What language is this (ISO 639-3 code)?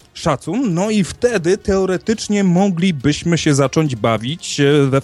pol